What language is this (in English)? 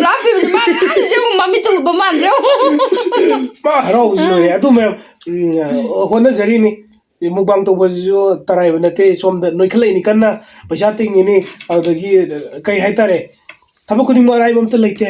Manipuri